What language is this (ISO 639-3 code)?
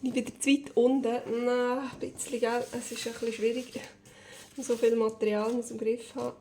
gsw